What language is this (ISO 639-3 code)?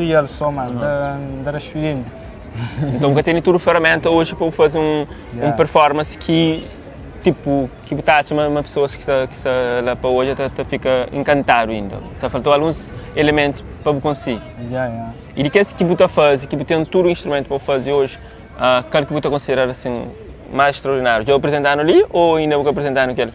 kea